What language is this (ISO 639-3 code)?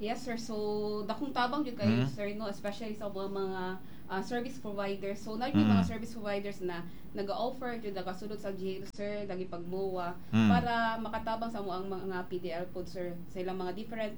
ceb